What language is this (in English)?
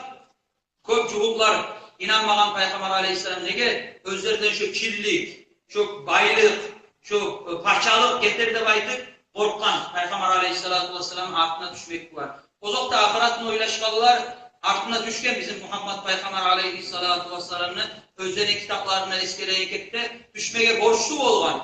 Kumyk